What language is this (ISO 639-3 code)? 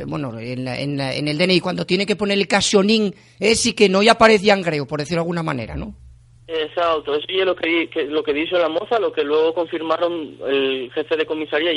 ast